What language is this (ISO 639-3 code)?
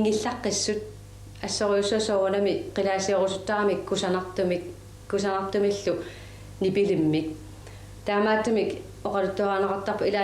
kal